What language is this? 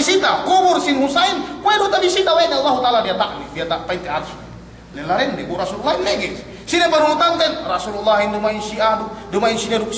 Yakan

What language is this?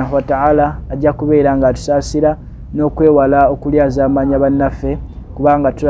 Ganda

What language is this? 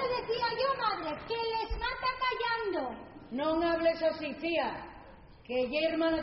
Asturian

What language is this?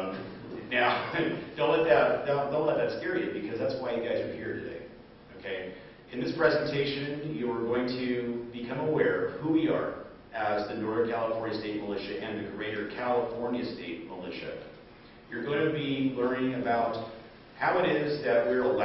English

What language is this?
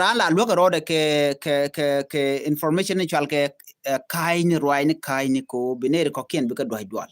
Nuer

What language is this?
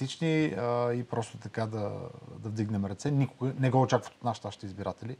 Bulgarian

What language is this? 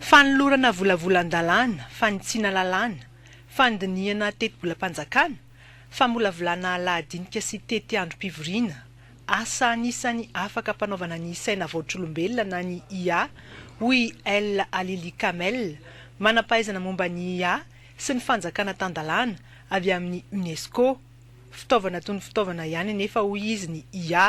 Malagasy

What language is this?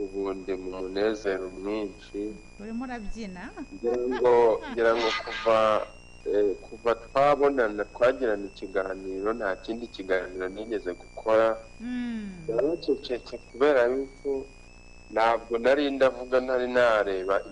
Kinyarwanda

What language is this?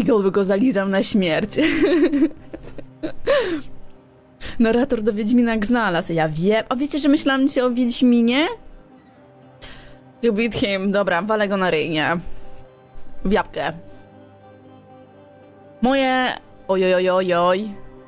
Polish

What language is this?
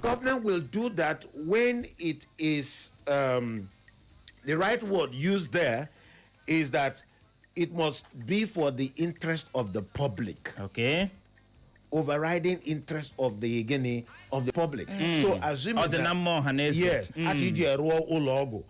Igbo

